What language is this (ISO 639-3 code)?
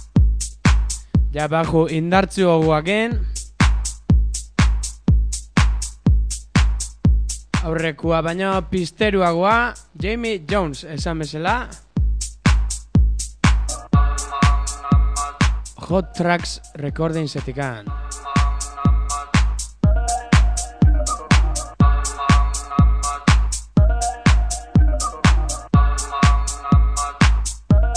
eus